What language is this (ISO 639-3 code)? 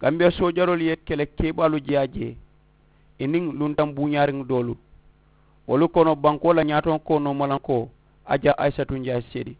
man